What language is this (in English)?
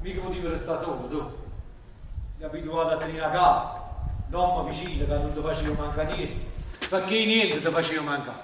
Neapolitan